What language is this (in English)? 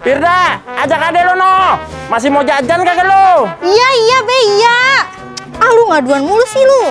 Betawi